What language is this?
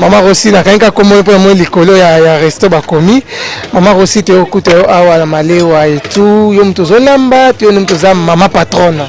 Lingala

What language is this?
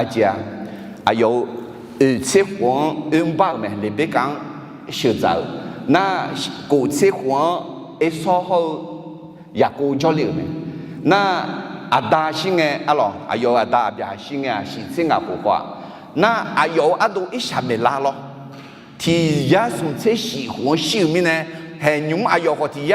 Akha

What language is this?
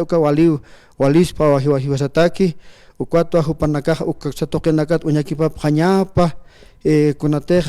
Aymara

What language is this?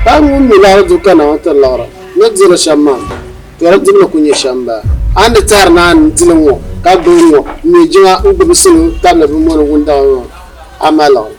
Dagbani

